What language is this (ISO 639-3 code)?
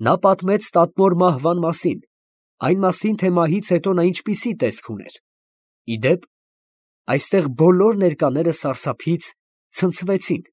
hye